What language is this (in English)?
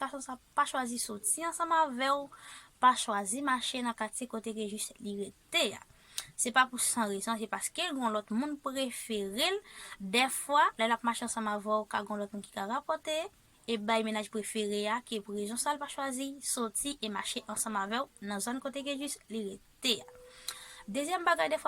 Haitian Creole